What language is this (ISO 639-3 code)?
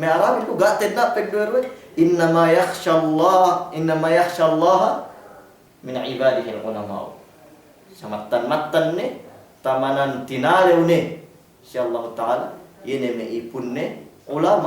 yka